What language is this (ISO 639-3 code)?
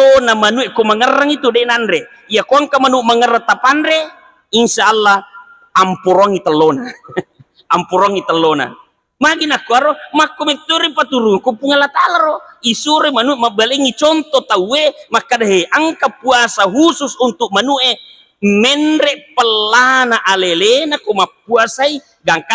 bug